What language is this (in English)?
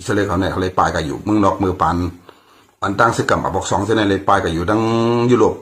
Shan